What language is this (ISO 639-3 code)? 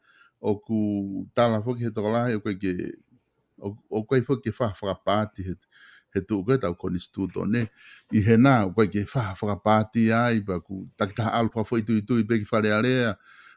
ton